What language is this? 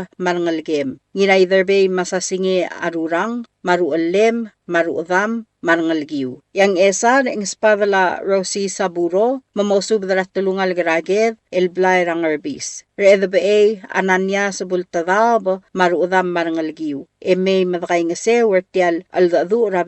Palauan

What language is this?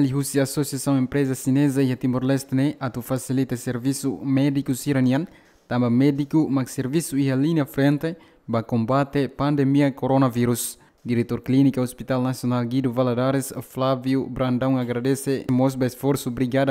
Tetum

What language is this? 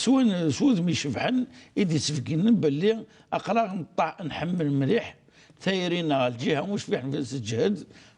Kabyle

